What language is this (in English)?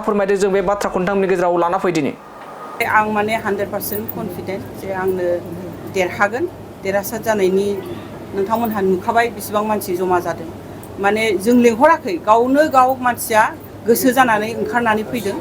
Bodo